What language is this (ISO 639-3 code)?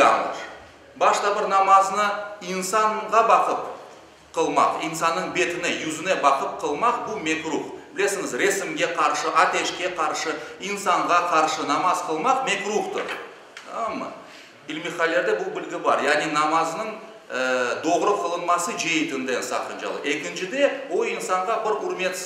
crh